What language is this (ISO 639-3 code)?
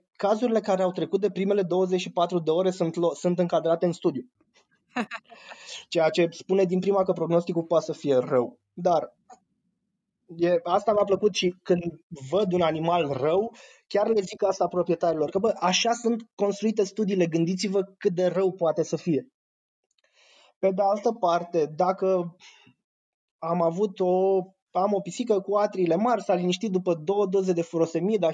ron